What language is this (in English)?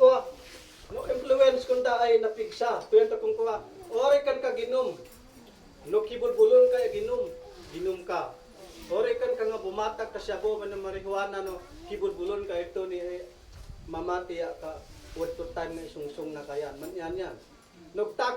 Isnag